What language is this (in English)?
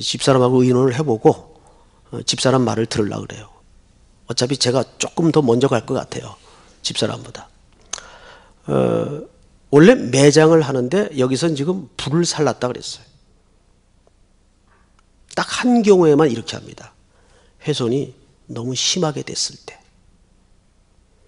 Korean